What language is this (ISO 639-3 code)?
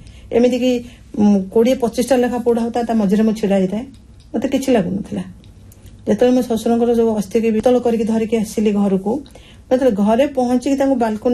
ori